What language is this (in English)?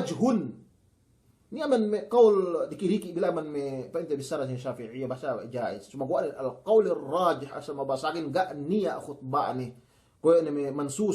Yakan